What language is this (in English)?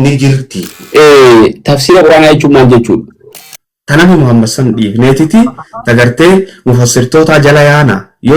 Oromo